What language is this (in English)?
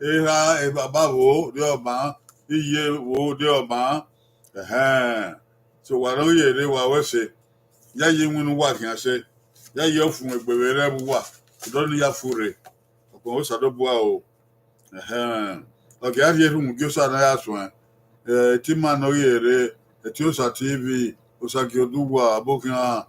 Bini